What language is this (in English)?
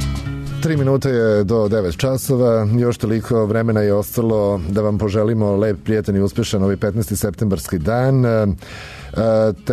Serbian